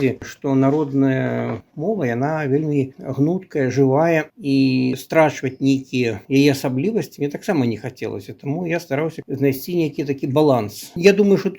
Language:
Belarusian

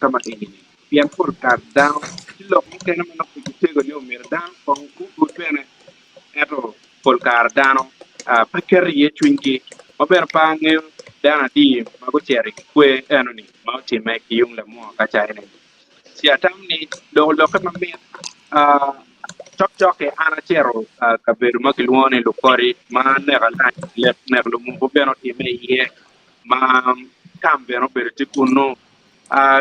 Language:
Acoli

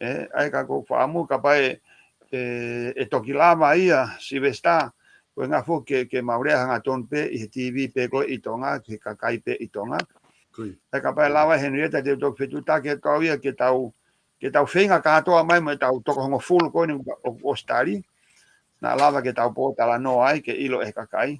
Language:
Tongan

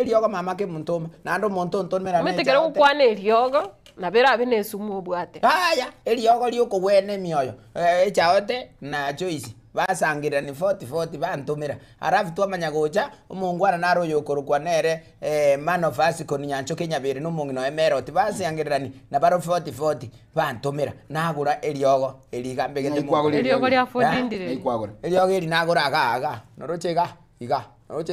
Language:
Gusii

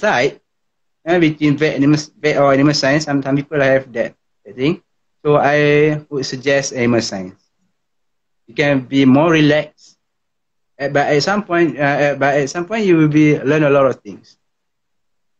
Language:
Malay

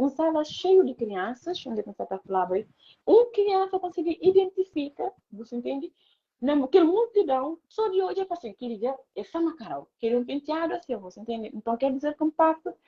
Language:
Kabuverdianu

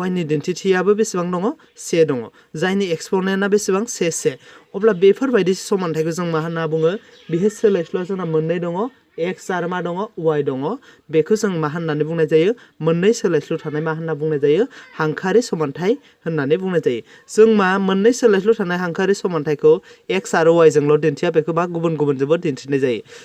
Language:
Bodo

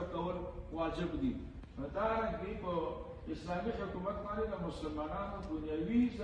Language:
Pashto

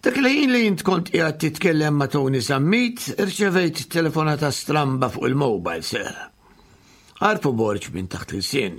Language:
Maltese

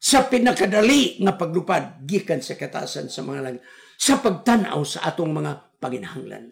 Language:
Cebuano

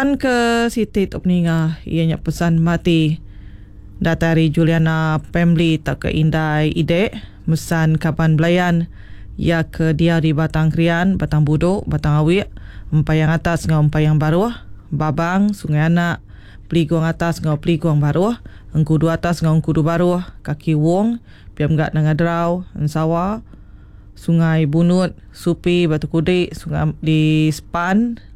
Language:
Iban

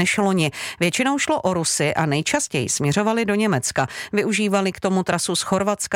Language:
Czech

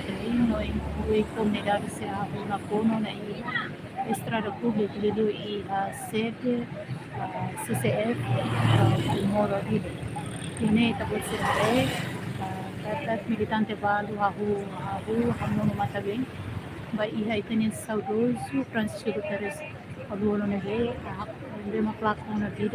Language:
Tetum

